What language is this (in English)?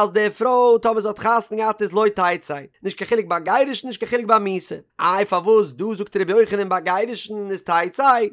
Yiddish